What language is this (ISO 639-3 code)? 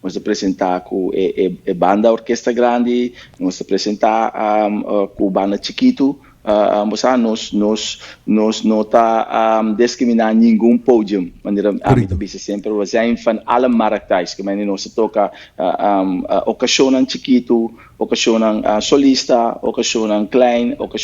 pap